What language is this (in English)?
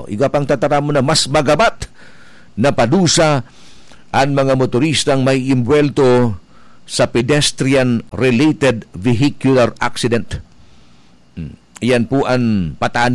Bikol